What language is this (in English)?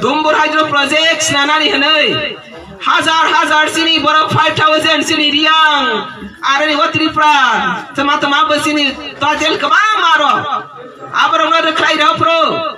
Kok Borok